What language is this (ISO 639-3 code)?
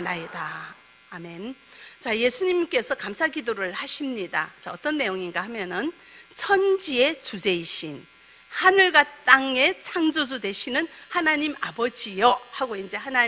kor